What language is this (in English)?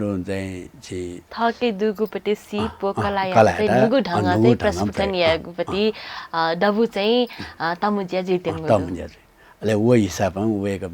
Newari